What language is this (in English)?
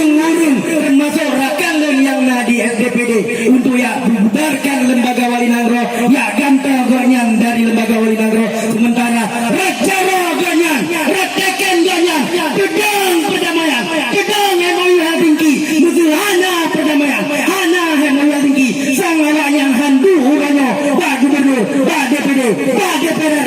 Achinese